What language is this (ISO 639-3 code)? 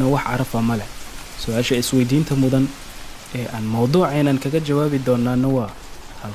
som